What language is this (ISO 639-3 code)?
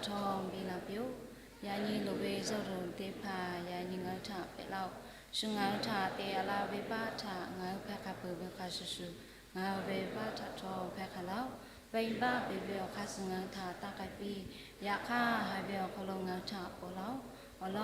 lhu